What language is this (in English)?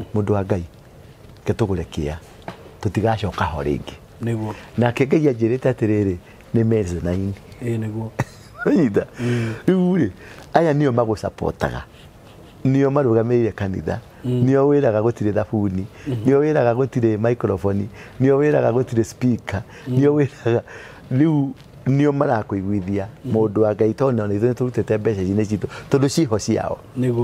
Kikuyu